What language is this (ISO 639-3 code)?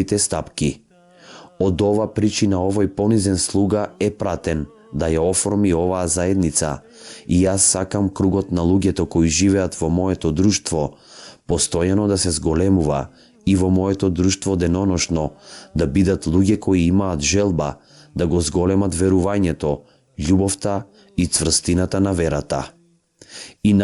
mkd